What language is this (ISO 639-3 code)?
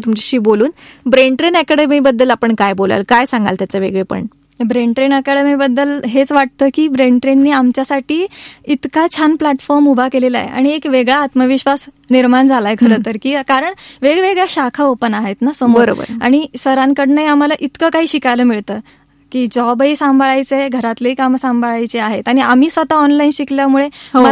mar